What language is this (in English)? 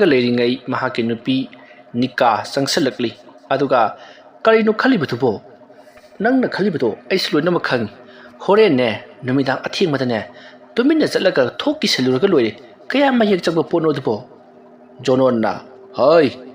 Manipuri